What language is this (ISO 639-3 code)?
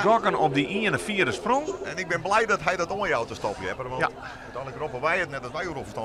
fry